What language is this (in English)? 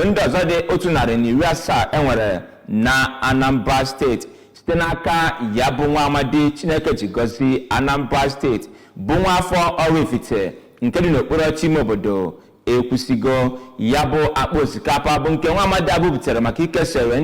Igbo